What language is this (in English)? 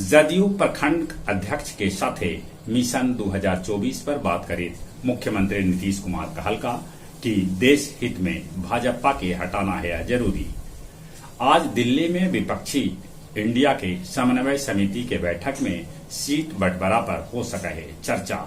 Magahi